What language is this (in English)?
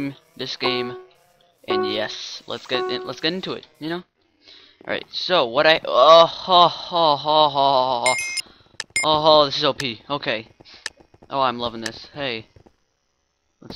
English